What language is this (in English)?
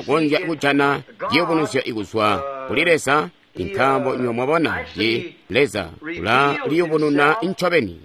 Tonga (Zambia)